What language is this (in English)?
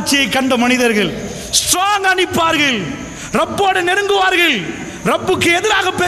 Tamil